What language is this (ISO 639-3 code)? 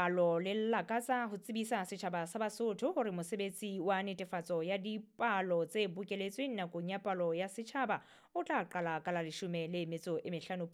sot